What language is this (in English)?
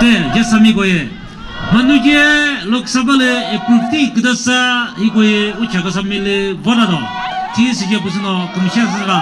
Chokri Naga